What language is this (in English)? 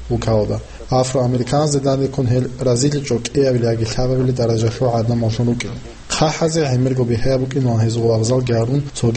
Avaric